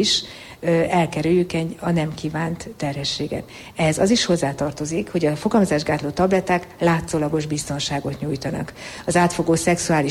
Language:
Hungarian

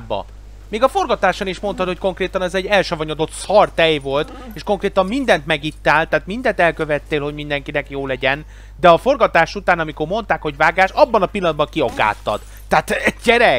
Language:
Hungarian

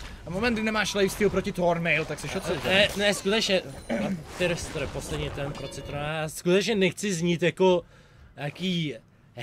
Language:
Czech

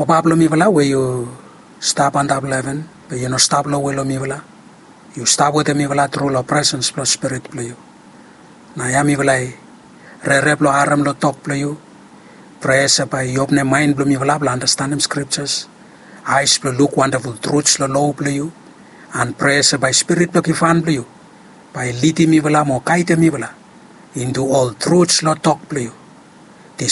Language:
Bislama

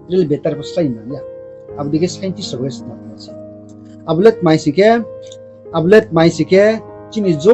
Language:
Riang (India)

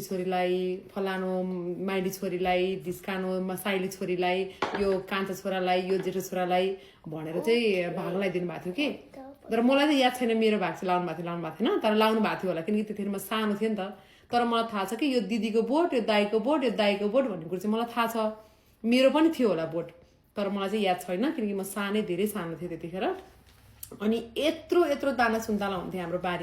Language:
Nepali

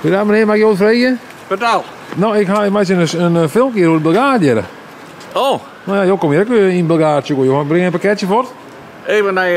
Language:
Western Frisian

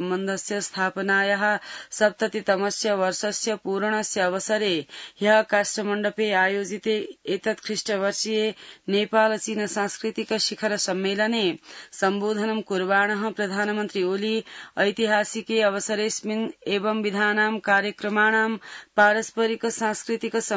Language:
Sanskrit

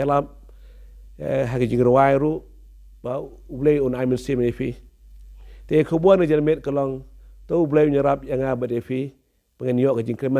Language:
Khasi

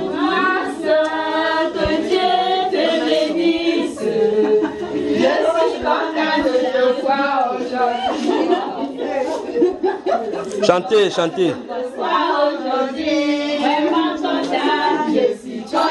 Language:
French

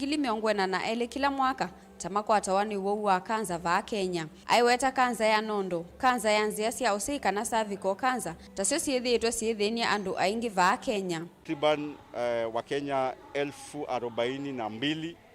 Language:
Kamba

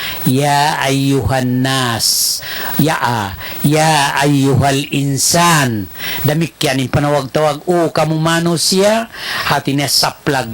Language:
Tausug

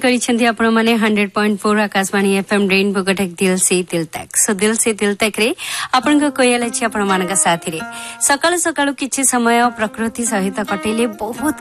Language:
Odia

